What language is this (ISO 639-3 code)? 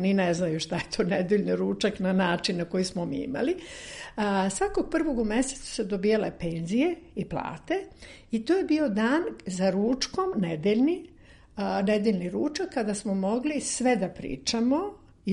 srp